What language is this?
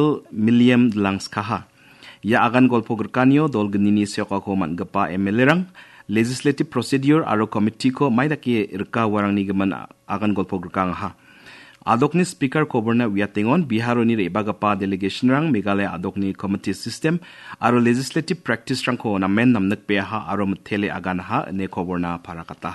Garo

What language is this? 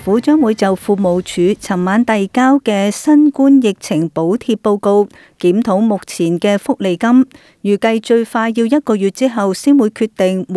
Cantonese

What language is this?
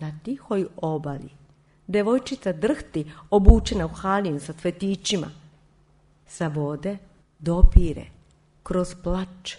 Serbian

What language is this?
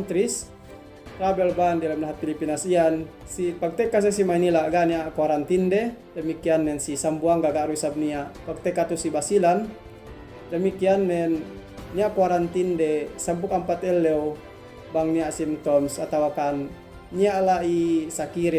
Yakan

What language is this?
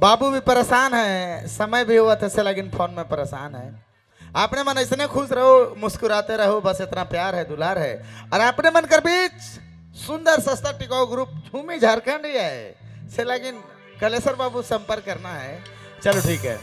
Sadri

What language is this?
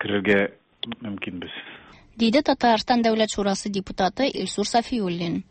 Tatar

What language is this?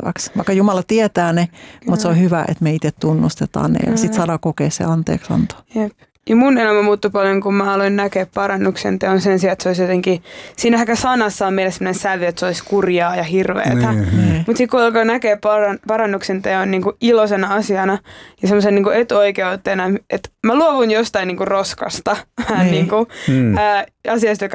Finnish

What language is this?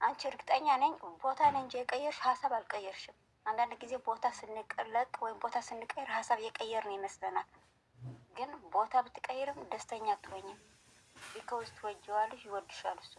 Amharic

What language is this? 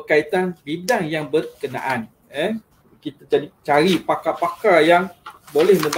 Malay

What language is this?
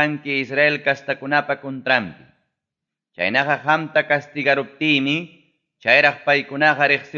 Ayacucho Quechua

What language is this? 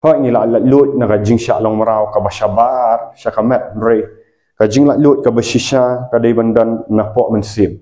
Khasi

